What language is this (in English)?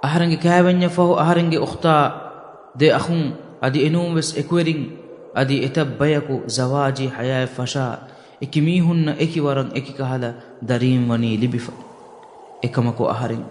Divehi